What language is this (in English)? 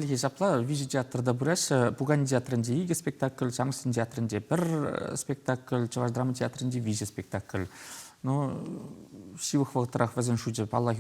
Chuvash